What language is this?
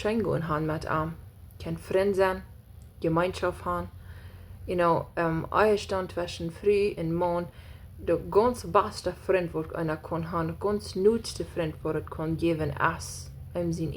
Plautdietsch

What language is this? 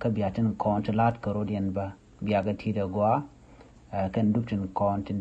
Nuer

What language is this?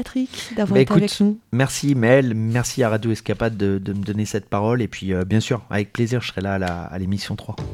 French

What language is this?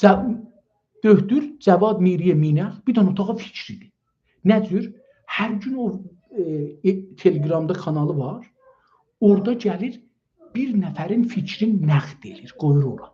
South Azerbaijani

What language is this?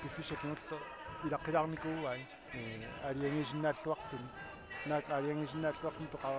Kalaallisut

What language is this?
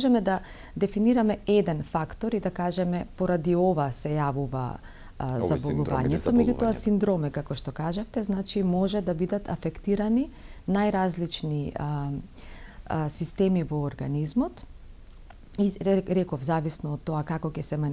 Macedonian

